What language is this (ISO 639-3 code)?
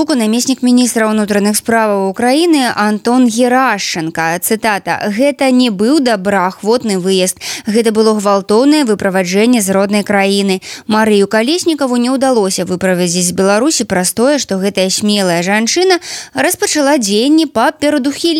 bel